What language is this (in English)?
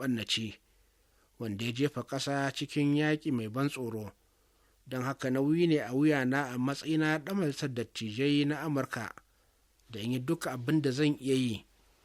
Hausa